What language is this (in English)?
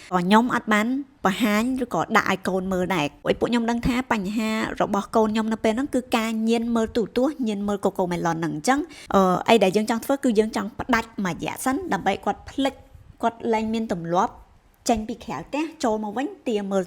Khmer